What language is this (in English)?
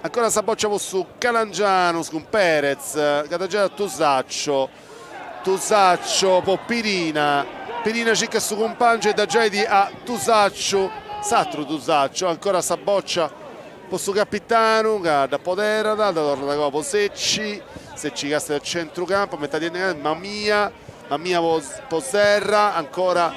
Sardinian